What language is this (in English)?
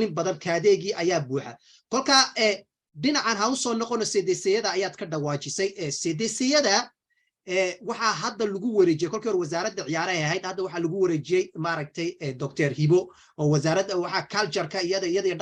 Somali